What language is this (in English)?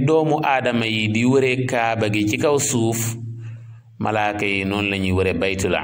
Wolof